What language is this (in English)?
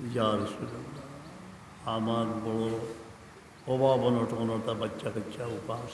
Sylheti